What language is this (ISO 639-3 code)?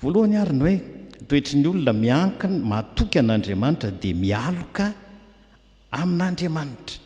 mlg